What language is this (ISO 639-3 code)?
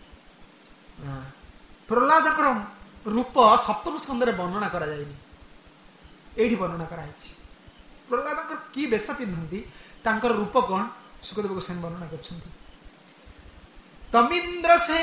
ori